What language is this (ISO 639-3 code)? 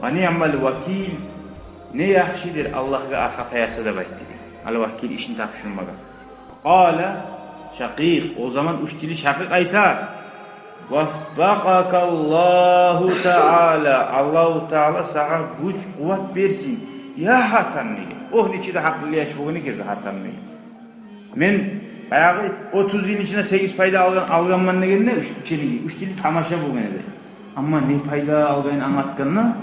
kum